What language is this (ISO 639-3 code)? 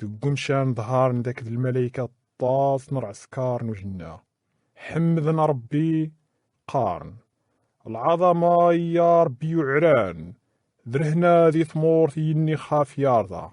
kab